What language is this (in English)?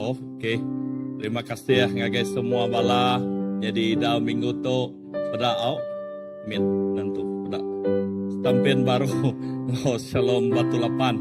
Iban